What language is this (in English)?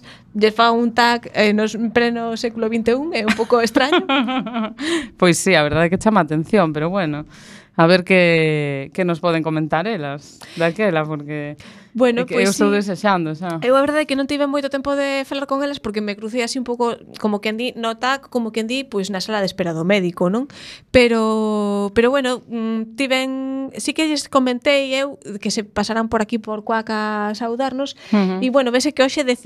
Galician